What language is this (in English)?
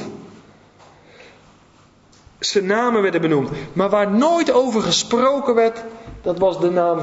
Dutch